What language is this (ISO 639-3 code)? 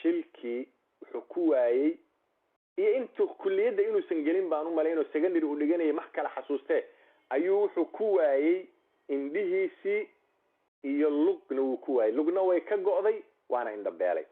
som